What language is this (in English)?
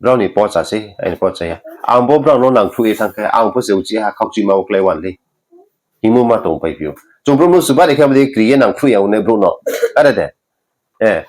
Riang (India)